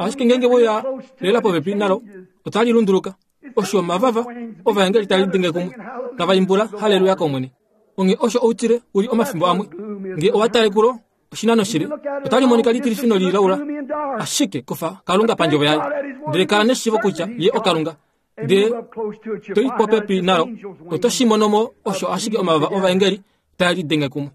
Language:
Kuanyama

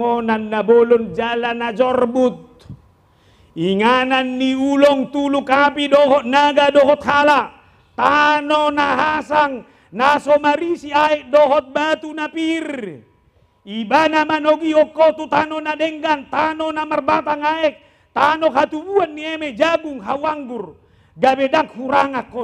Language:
Batak Toba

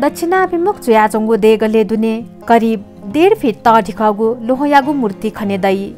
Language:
Newari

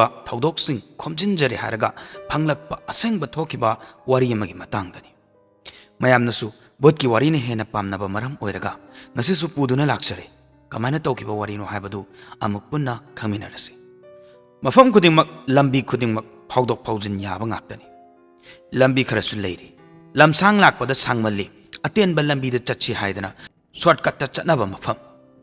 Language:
Manipuri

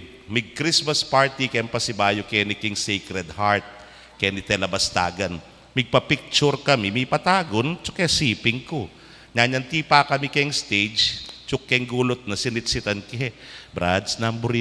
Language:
Pampanga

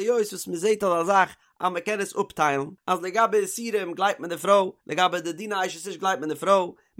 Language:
Yiddish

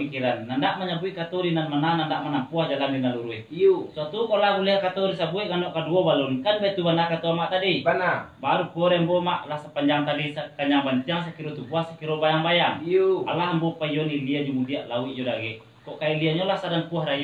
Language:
Minangkabau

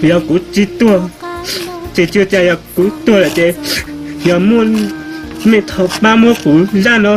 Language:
Hmong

